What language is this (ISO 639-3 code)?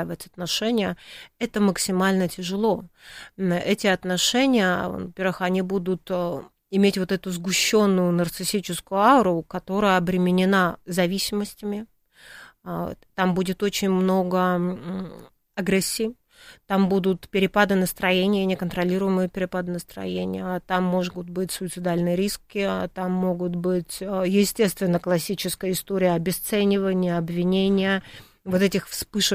rus